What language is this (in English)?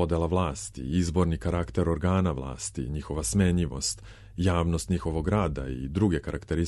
Serbian